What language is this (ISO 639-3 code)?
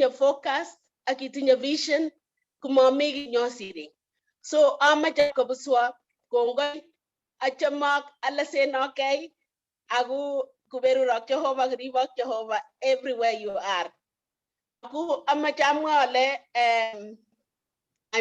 kln